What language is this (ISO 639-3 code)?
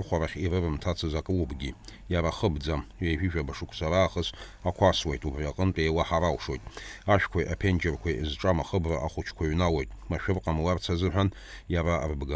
abk